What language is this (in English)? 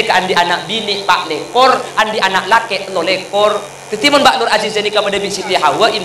Madurese